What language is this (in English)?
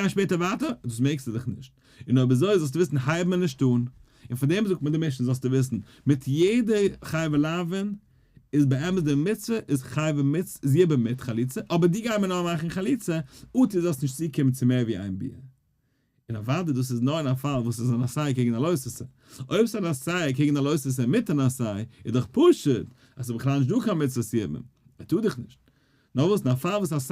Yiddish